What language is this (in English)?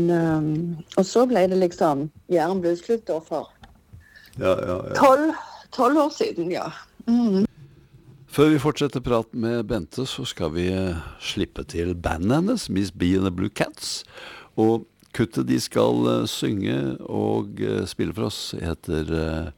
Norwegian